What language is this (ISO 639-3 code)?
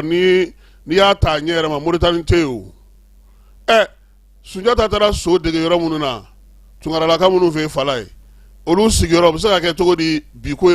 bam